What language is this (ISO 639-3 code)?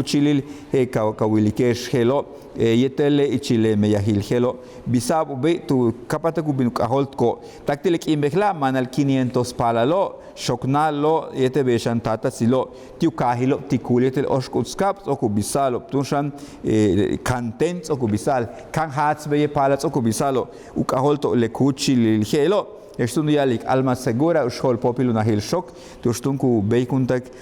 yua